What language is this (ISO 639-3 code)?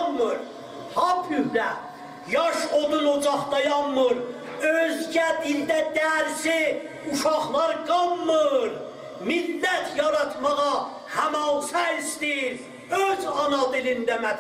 azb